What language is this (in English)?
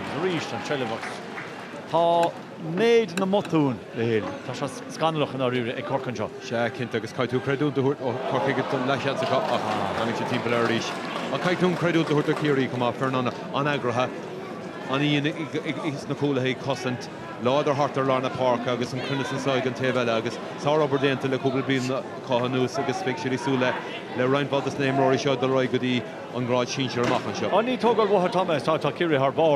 Irish